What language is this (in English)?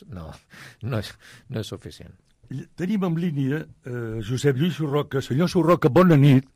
Catalan